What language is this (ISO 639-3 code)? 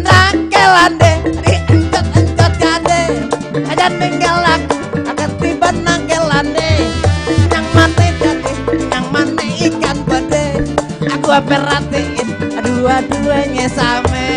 bew